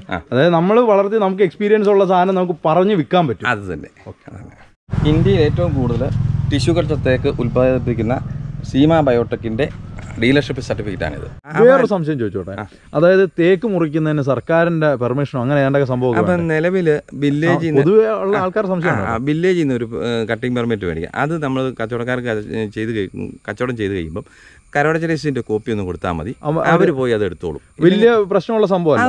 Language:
Malayalam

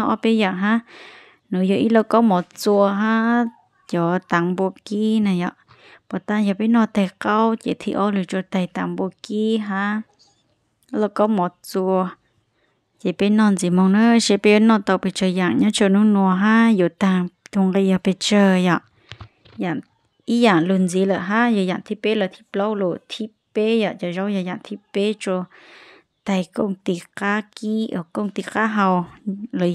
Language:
Hmong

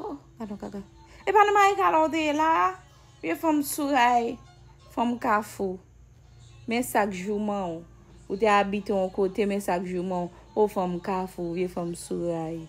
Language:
Haitian Creole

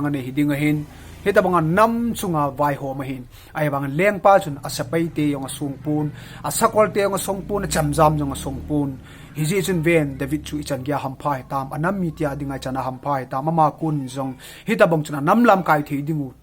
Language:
Thado Chin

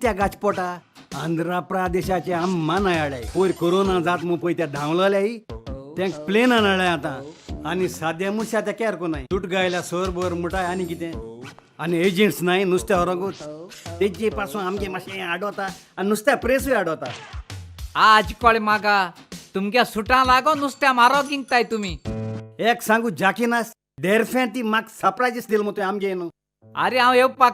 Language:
Konkani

